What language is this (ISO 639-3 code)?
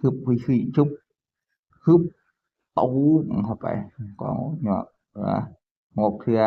tts